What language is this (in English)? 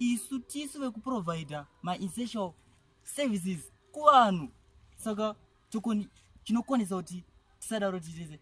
Shona